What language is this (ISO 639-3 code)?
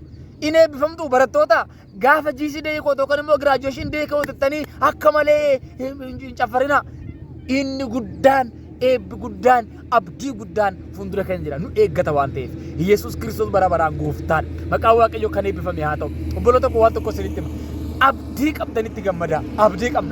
orm